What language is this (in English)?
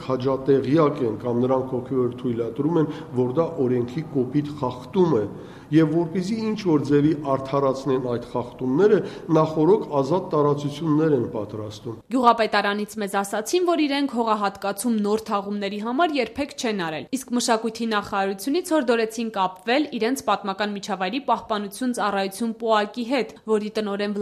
Armenian